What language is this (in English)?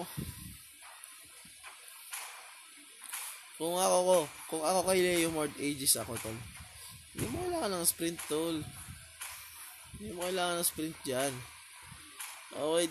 Filipino